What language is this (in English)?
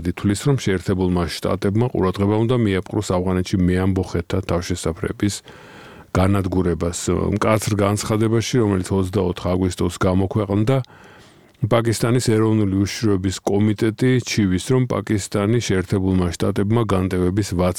Georgian